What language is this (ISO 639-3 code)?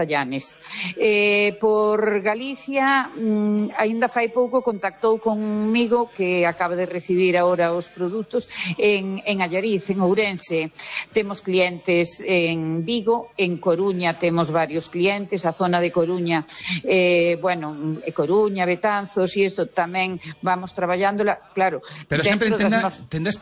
glg